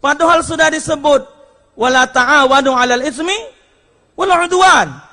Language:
Musi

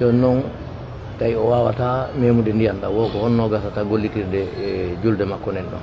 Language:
Pular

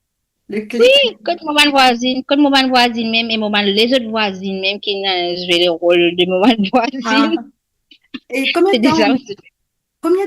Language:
Morisyen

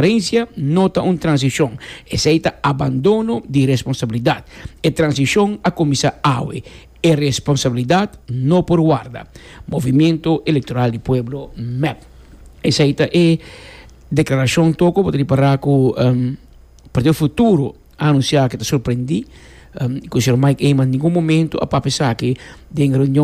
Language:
Papiamento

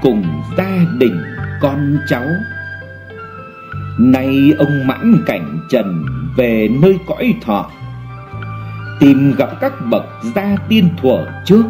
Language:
Vietnamese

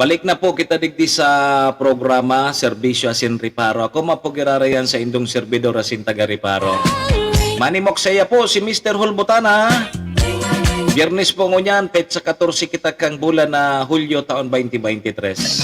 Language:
Bikol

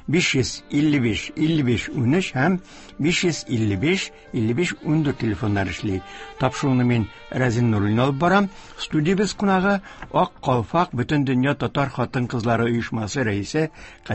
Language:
Tatar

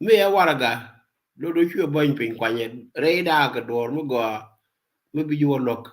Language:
Nuer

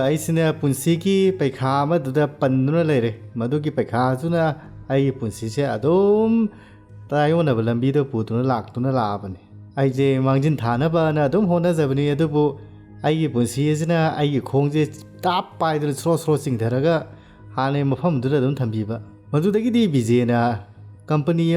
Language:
Manipuri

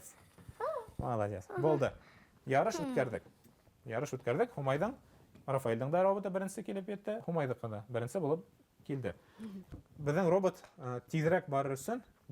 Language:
Bashkir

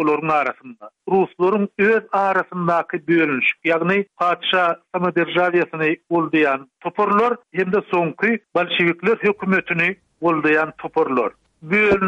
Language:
Turkmen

